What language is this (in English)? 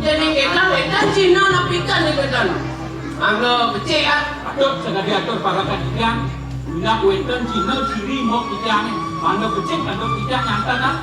Balinese